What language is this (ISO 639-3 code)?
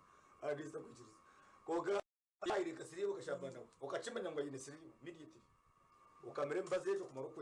nyn